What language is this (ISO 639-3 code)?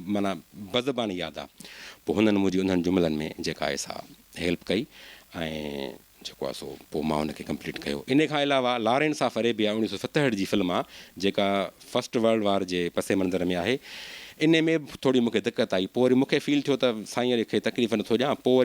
snd